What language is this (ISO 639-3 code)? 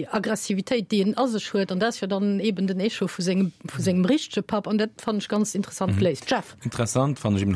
ltz